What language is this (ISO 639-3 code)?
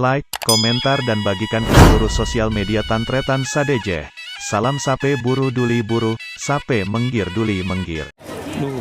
mad